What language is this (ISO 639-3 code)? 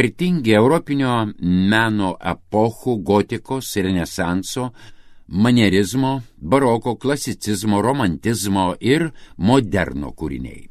lit